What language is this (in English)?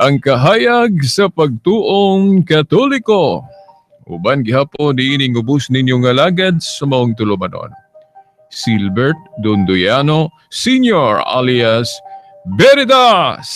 Cebuano